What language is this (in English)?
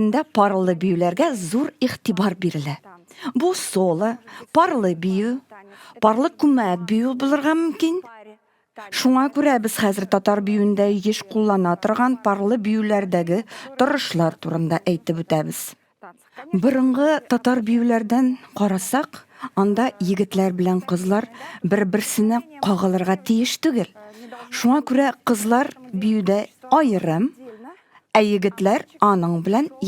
Tatar